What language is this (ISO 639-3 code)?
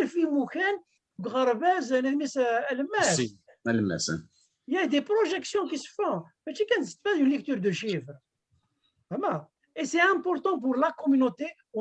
kab